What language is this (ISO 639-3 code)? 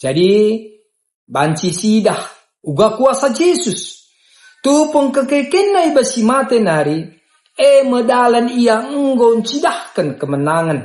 btx